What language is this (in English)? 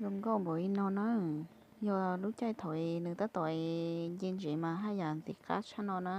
Hmong